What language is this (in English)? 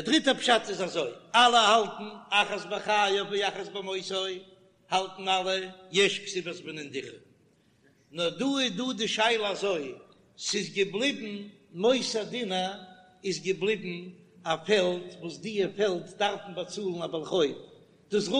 Yiddish